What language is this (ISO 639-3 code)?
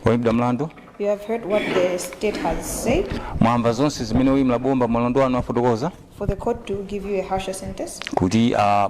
nya